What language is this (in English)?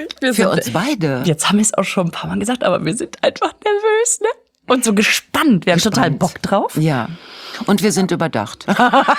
German